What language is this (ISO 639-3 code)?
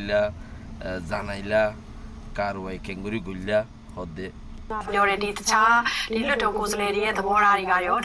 rhg